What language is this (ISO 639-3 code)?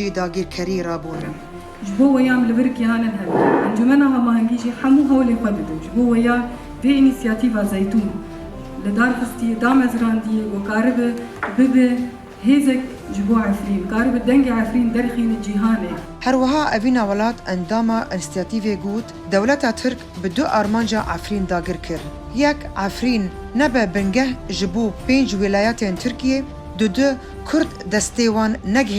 kur